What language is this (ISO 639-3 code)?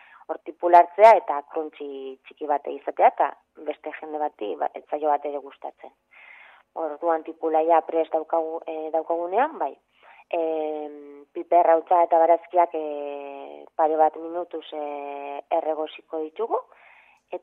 eus